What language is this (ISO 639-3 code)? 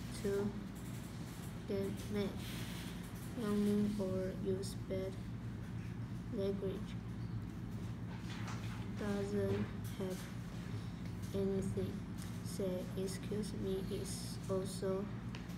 eng